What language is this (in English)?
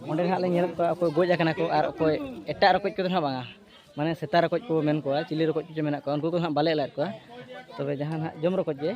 Santali